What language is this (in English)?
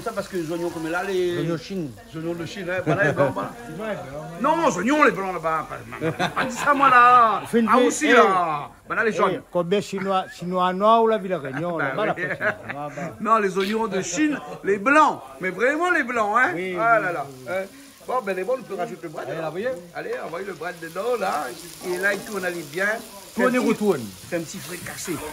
Réunion Creole French